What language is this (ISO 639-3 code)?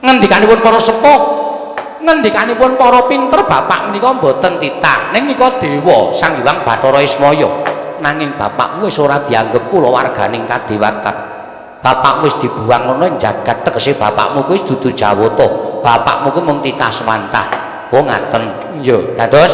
jav